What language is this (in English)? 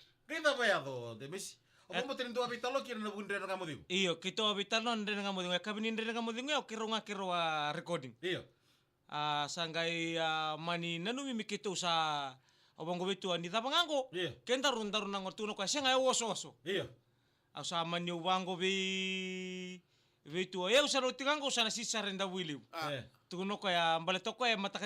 Fijian